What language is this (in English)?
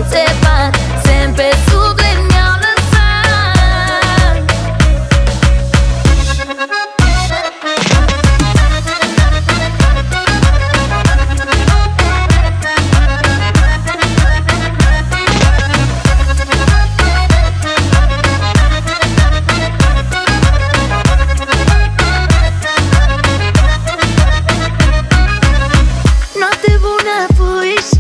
Romanian